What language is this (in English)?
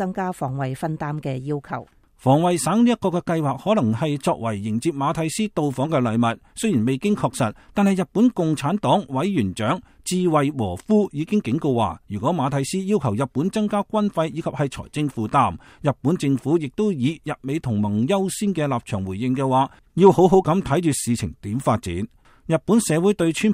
Cantonese